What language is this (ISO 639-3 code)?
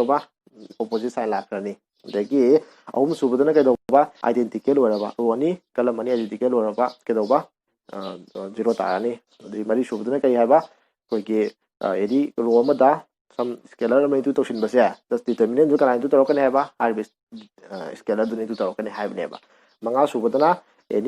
mni